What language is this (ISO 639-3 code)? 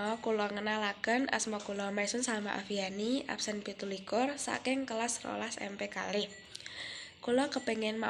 jav